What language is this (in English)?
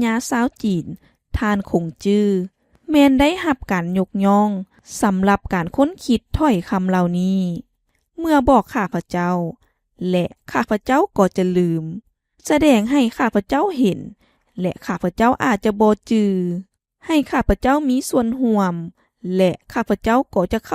Lao